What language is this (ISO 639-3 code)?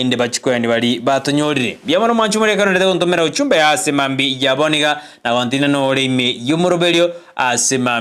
guz